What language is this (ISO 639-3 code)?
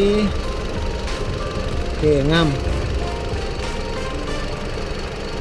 msa